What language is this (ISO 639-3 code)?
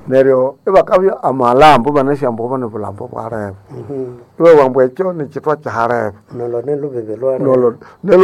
nnb